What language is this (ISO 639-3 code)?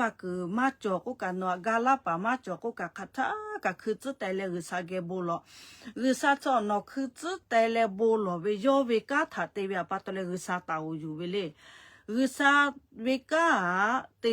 lhu